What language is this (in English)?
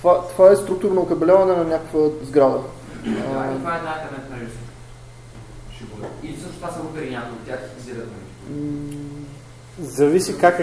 Bulgarian